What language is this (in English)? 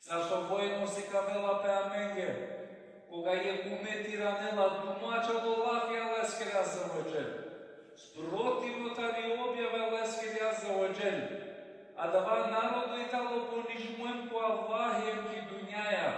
Balkan Romani